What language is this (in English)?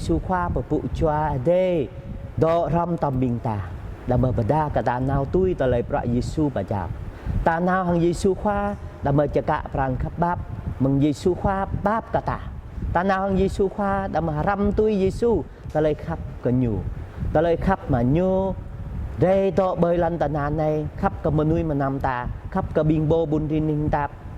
Jarai